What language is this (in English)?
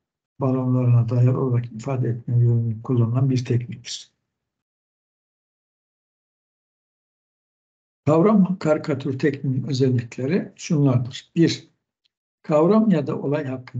Turkish